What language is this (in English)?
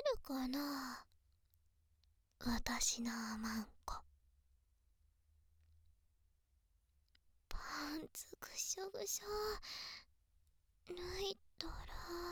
Japanese